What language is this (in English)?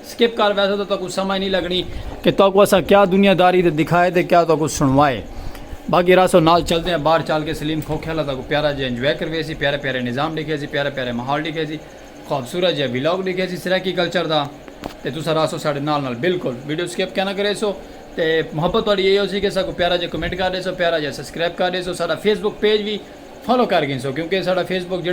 Saraiki